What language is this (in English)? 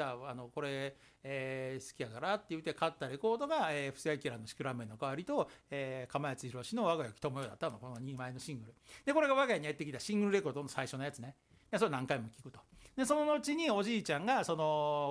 Japanese